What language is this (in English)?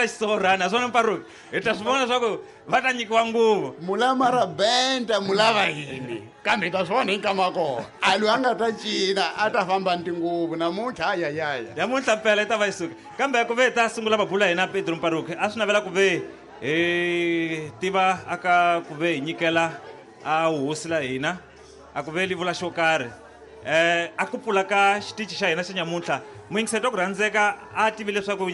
Tsonga